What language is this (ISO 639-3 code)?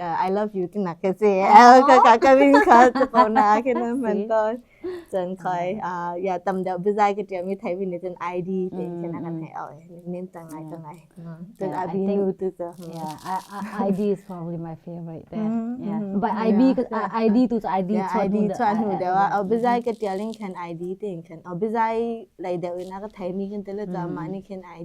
cnh